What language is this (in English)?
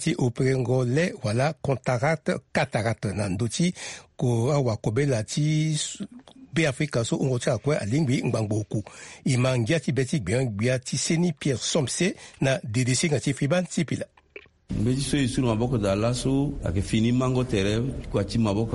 Sango